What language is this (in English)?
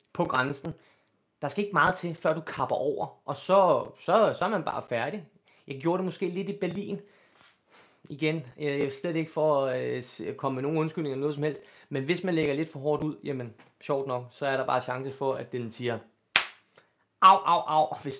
Danish